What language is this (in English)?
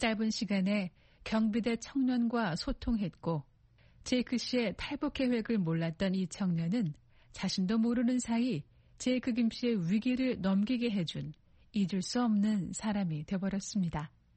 Korean